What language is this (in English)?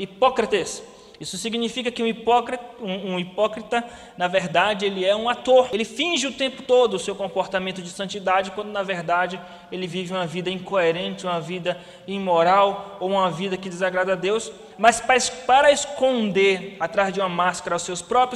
Portuguese